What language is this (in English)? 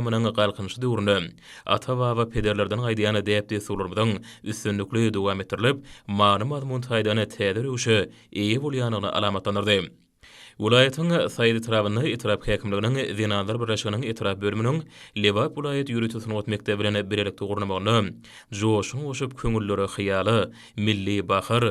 Turkmen